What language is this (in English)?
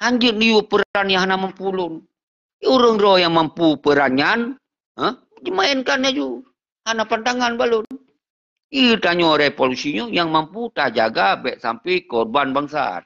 Achinese